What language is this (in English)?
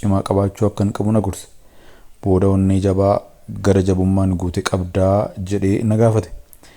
Oromo